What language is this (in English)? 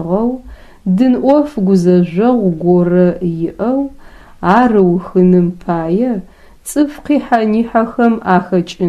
Adyghe